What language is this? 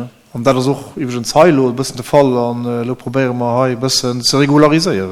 Luxembourgish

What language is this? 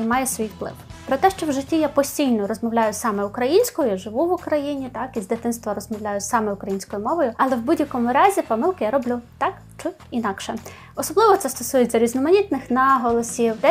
Ukrainian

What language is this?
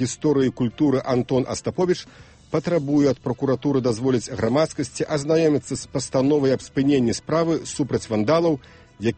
Belarusian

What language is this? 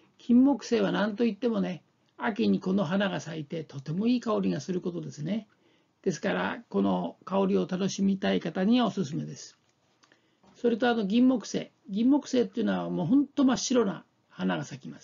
Japanese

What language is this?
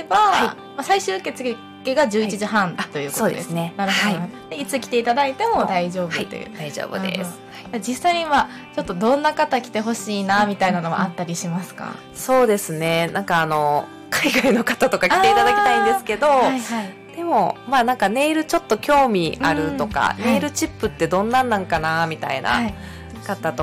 Japanese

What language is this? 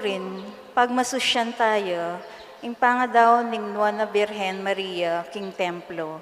Pampanga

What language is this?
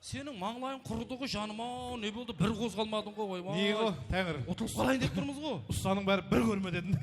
Kara-Kalpak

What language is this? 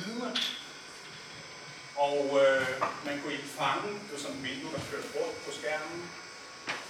Danish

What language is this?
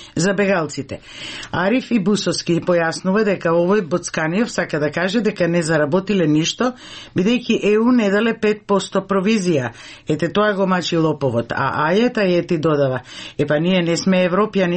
Macedonian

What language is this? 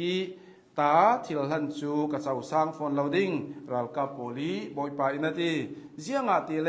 Hakha Chin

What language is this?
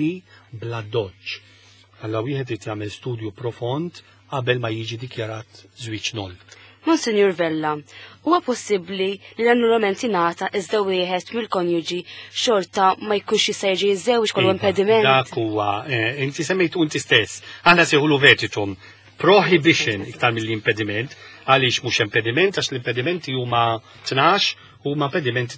Maltese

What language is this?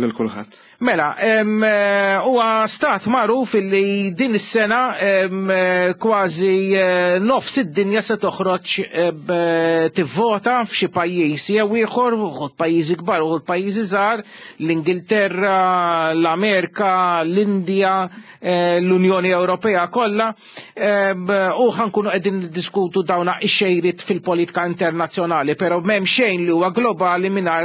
Maltese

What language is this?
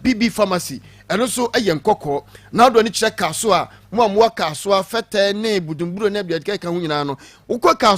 Akan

